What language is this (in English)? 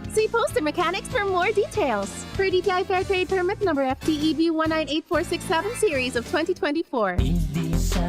Bikol